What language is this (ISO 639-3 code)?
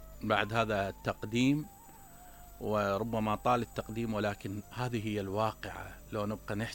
acm